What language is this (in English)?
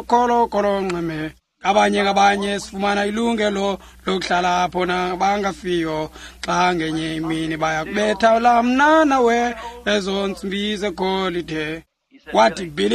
Xhosa